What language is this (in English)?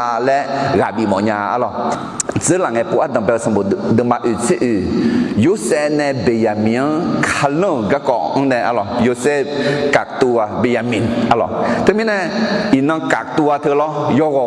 Akha